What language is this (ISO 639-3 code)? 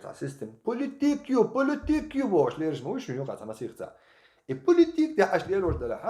che